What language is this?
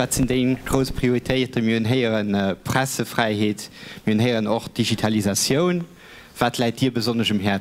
Luxembourgish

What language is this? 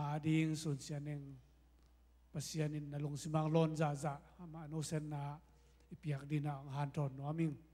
Tedim Chin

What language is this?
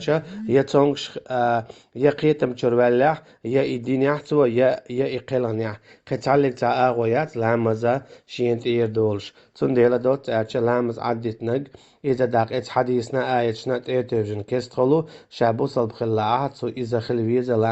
Chechen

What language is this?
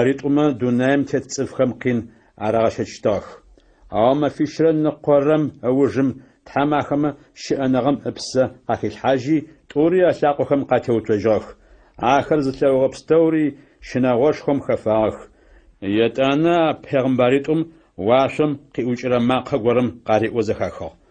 Adyghe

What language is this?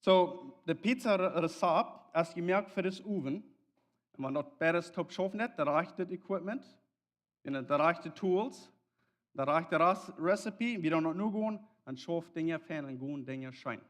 Plautdietsch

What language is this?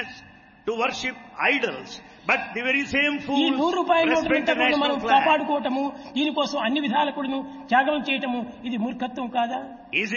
Telugu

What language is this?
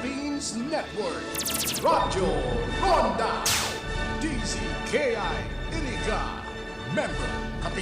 Bikol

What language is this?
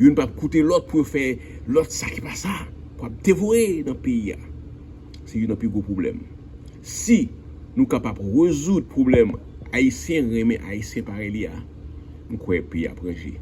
Haitian Creole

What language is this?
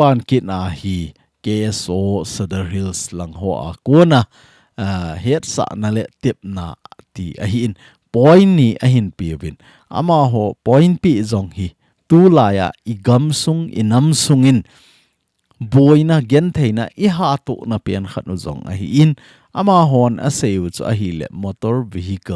Thado Chin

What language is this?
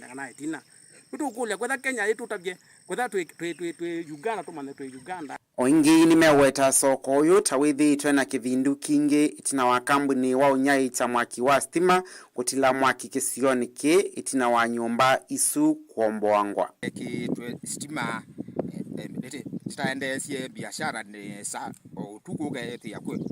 Kamba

